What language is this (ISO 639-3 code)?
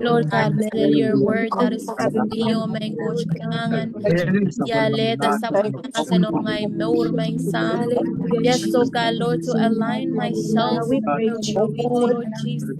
pon